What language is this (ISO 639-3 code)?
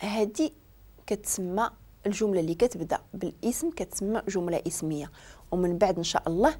ary